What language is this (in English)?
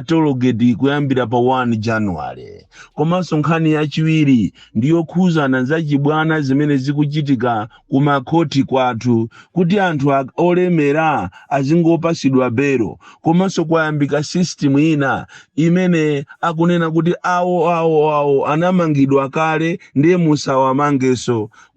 Nyanja